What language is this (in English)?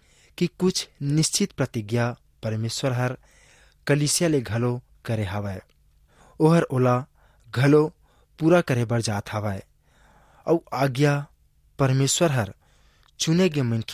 Chhattisgarhi